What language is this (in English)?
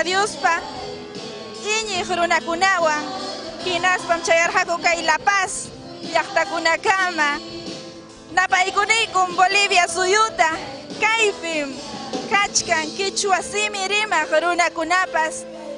Ayacucho Quechua